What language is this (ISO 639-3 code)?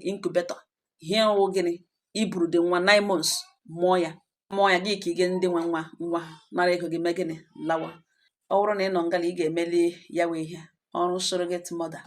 ibo